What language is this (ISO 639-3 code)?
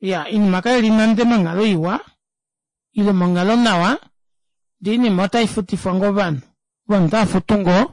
kua